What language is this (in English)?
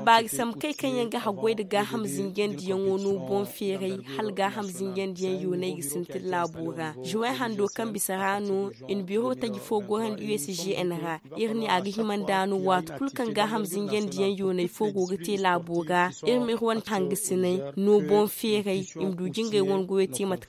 Zarma